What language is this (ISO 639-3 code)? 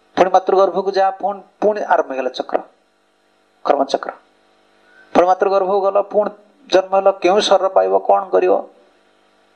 ori